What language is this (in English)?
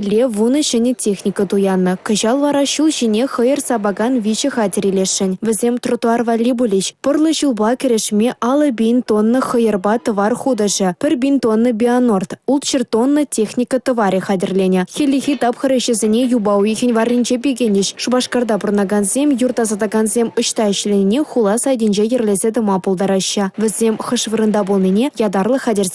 Chuvash